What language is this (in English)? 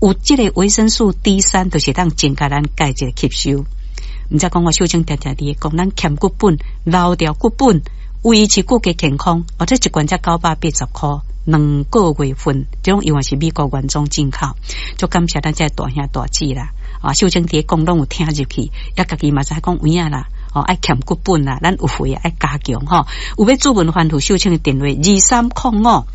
Min Nan Chinese